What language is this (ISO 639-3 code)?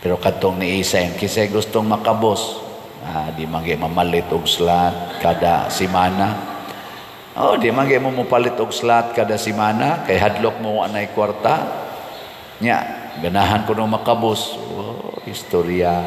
ceb